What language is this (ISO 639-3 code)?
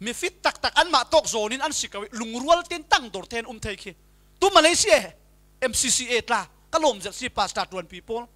cfm